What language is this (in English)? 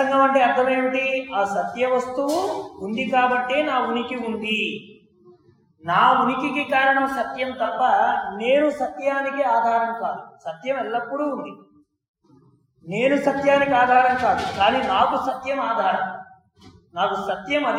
Telugu